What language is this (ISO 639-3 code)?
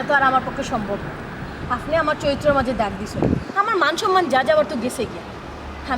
syl